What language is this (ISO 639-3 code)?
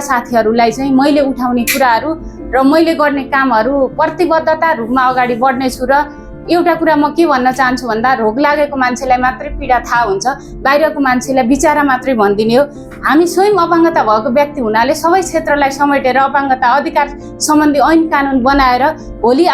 nep